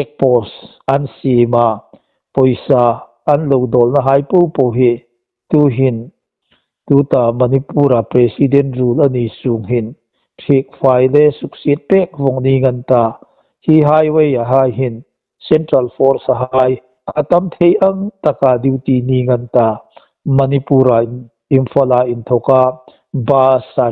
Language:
Hmar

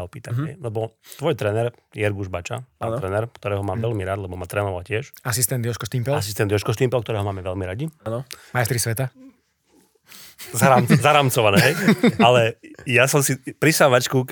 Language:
Slovak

